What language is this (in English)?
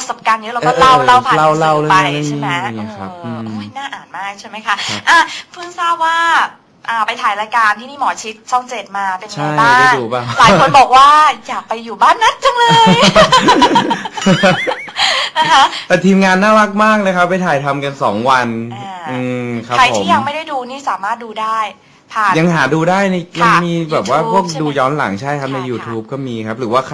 Thai